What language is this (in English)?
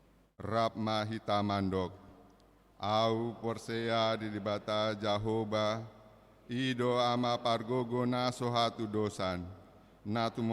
Batak Toba